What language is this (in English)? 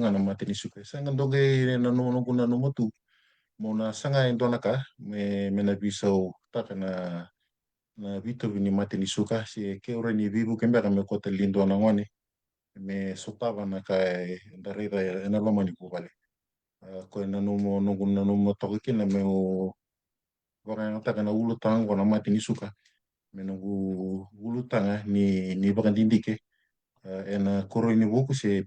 Fijian